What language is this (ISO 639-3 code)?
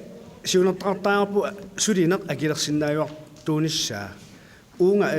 kal